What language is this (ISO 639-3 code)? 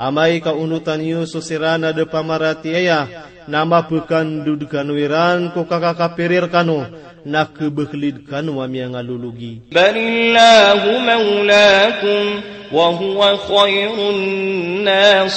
mrw